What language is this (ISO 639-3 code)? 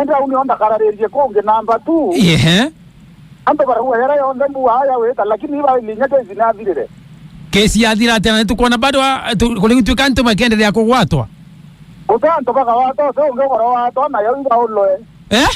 mer